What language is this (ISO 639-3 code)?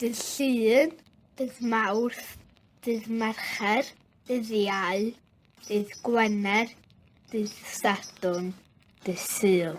cym